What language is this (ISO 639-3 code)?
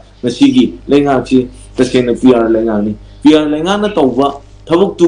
mni